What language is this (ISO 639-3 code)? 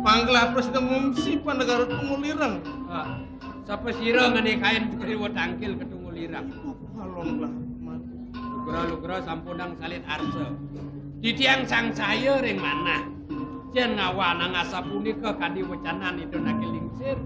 ban